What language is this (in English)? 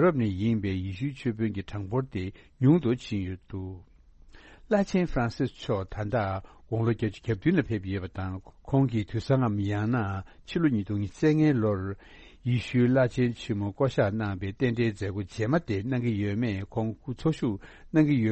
Tibetan